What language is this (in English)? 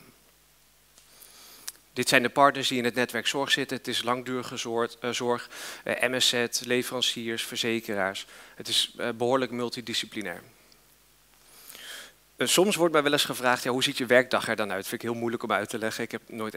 Dutch